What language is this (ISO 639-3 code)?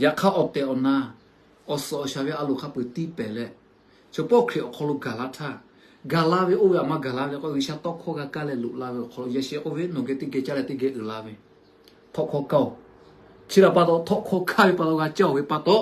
lhu